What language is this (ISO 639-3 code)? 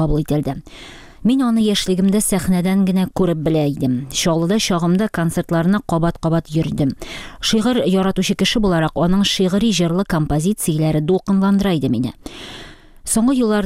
tat